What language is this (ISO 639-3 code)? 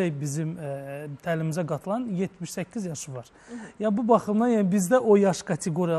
aze